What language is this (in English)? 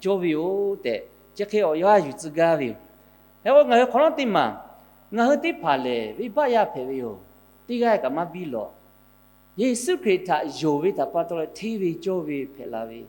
Lahu